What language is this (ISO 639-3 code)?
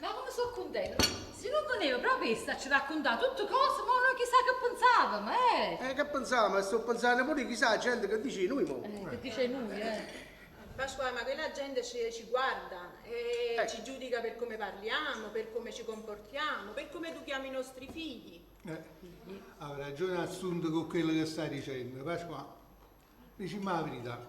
nap